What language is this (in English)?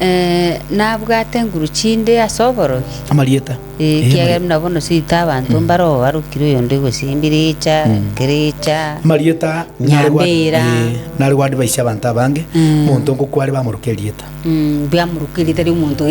Gusii